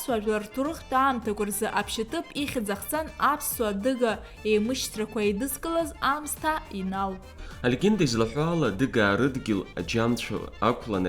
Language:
Abkhazian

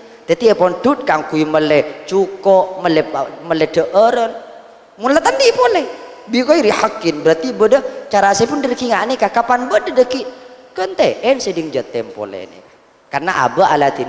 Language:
Madurese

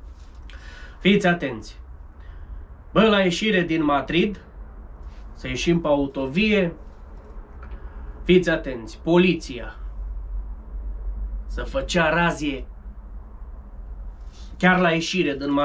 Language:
Romanian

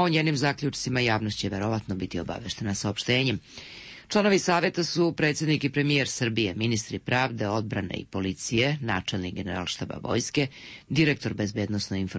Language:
Serbian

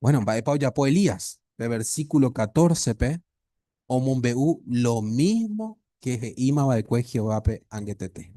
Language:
Guarani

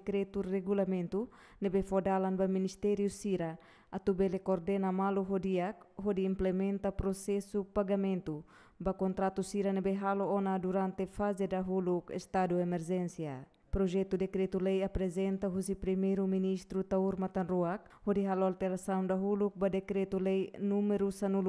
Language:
Tetum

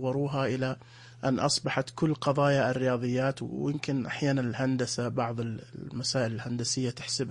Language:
Najdi Arabic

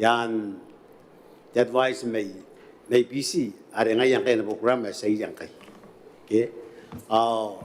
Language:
Gilbertese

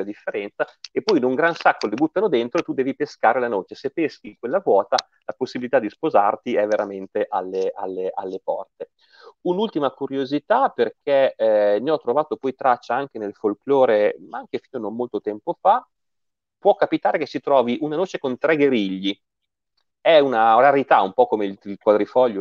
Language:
Italian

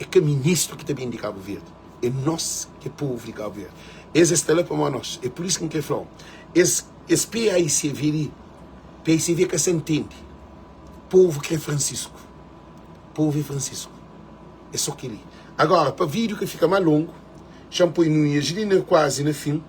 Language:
Kabuverdianu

